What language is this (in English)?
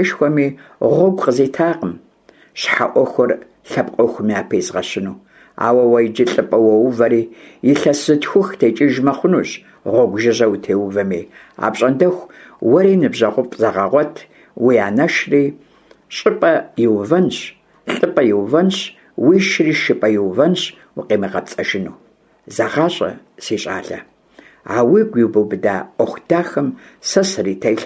Kabardian